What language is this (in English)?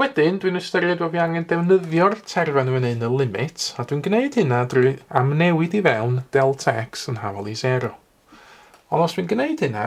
Welsh